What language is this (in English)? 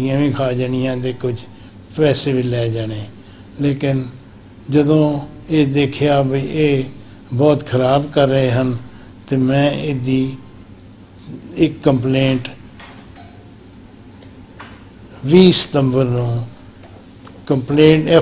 Punjabi